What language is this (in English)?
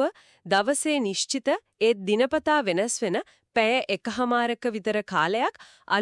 Sinhala